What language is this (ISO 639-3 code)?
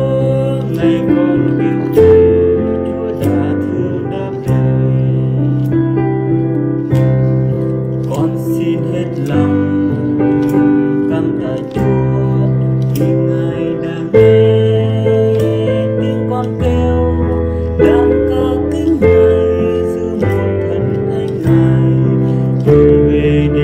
vie